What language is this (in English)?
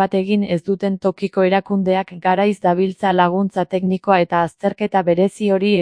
Basque